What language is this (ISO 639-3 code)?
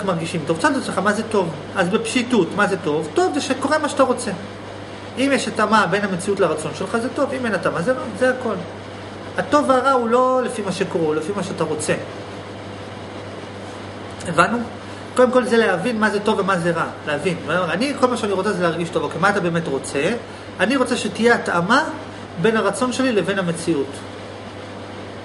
heb